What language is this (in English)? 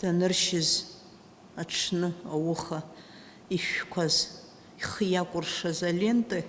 Abkhazian